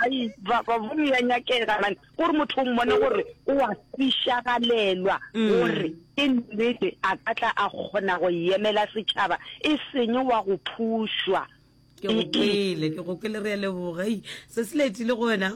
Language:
Northern Sotho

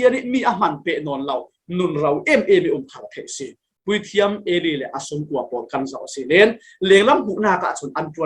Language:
Falam Chin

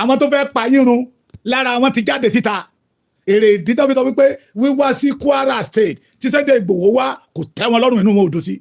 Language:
Yoruba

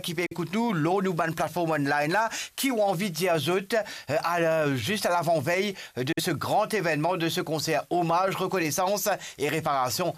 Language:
Morisyen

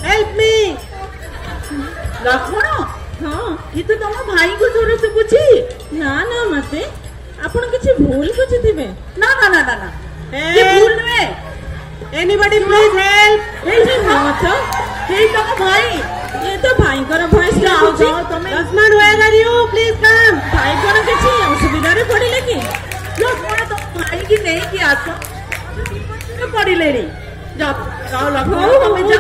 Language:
Odia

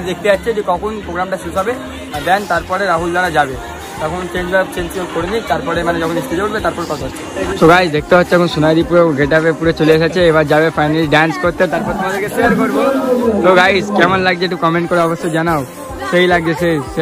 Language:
Bangla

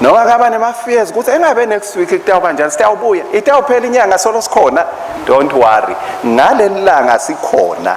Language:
Swati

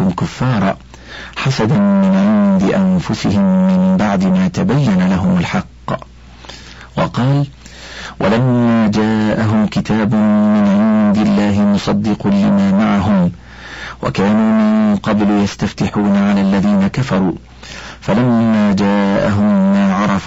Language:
Arabic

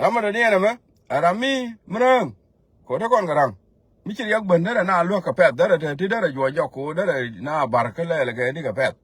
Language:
Nuer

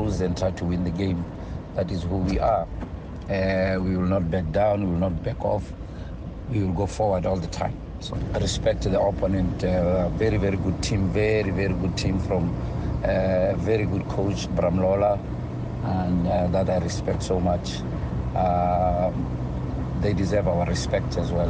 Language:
Tswana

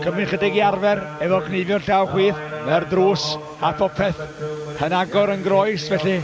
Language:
Welsh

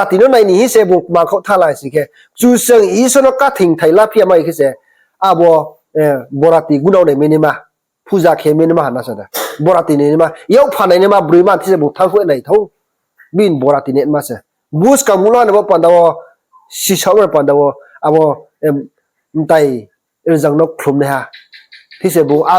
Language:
Riang (India)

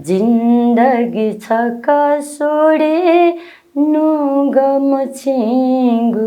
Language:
Newari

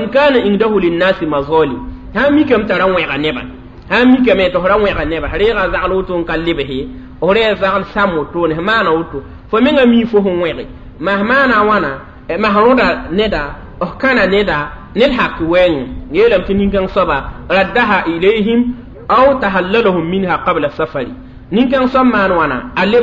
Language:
Mossi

